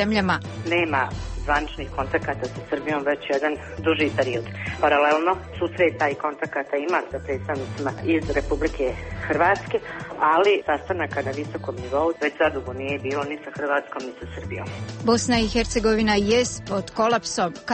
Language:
Bosnian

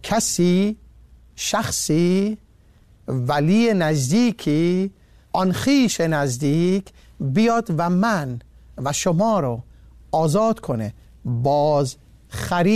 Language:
Persian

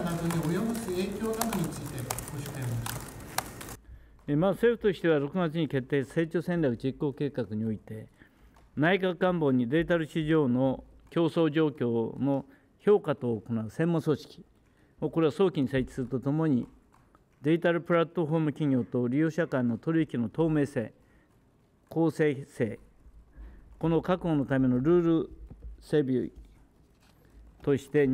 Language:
Japanese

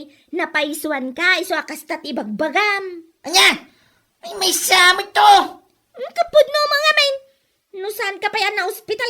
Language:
Iloko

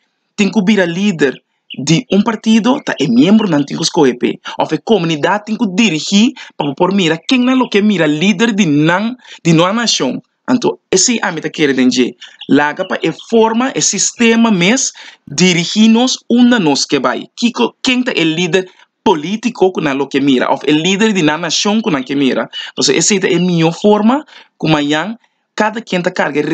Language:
Papiamento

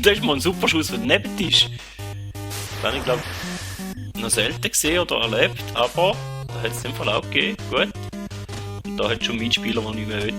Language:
Swiss German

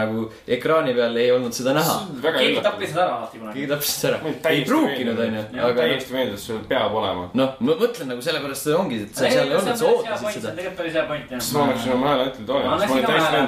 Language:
Estonian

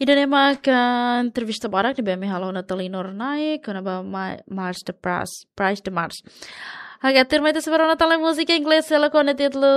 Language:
Tetum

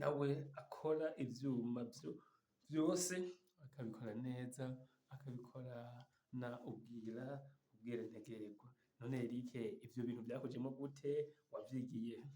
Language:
Rundi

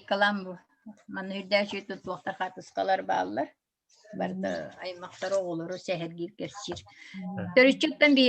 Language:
Yakut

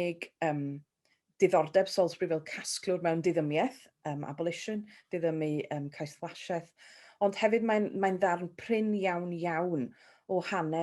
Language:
Welsh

